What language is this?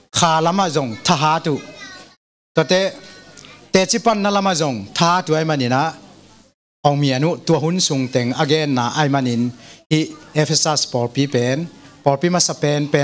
Tedim Chin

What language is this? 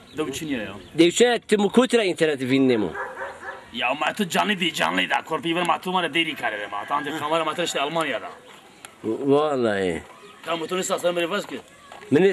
Zaza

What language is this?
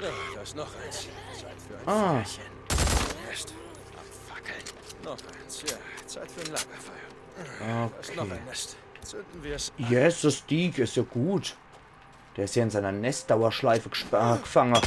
Palatine German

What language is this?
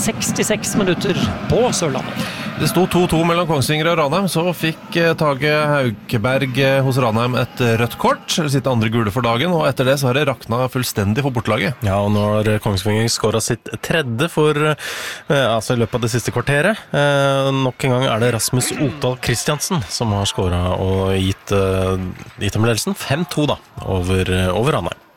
Norwegian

